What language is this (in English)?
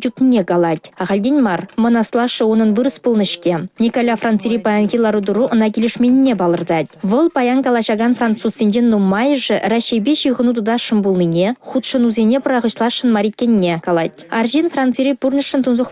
Chuvash